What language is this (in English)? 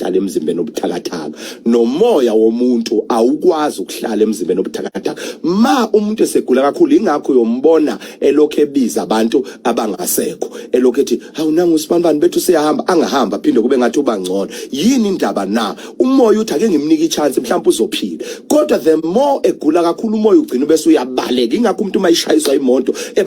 Zulu